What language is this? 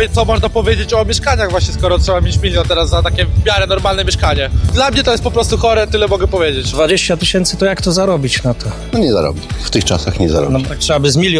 Polish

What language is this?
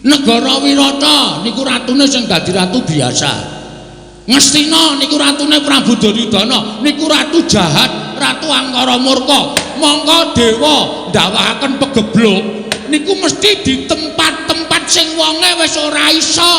Javanese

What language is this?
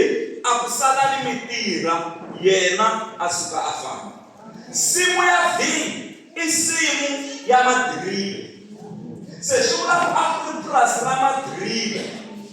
Tsonga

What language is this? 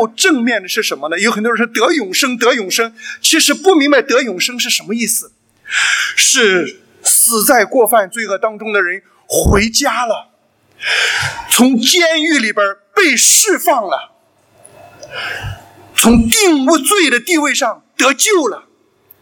Chinese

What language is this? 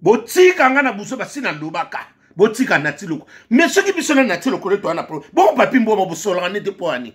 Lingala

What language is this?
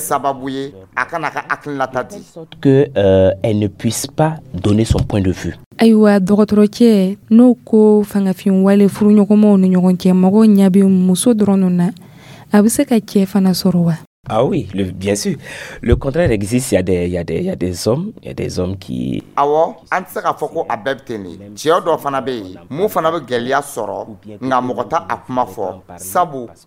Dyula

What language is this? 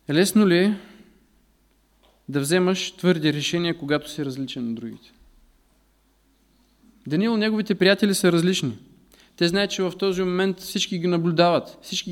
Bulgarian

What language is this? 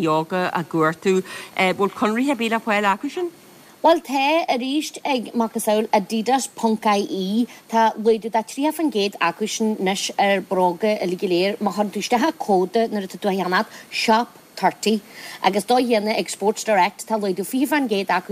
Irish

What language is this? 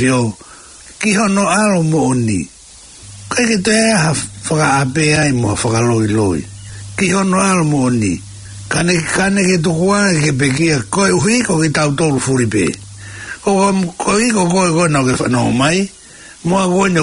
Tongan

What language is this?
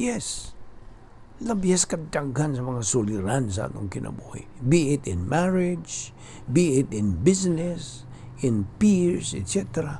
Cebuano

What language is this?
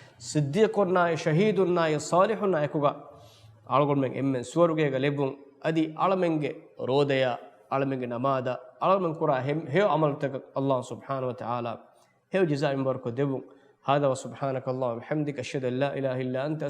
Divehi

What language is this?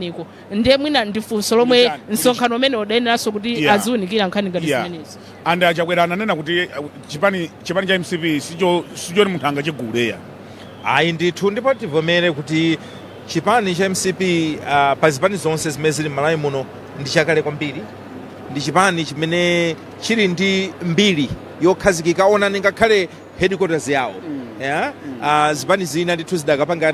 Nyanja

